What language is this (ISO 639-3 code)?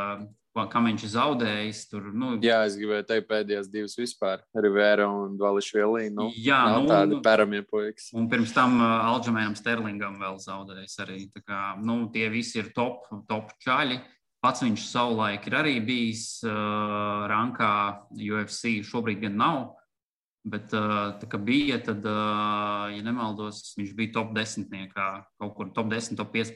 lav